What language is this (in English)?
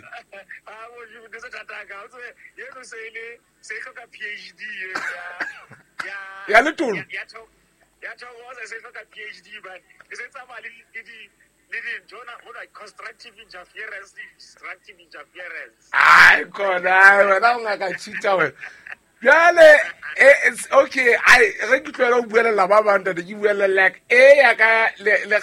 Southern Sotho